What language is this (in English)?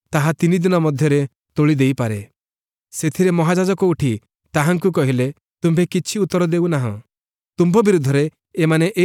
Odia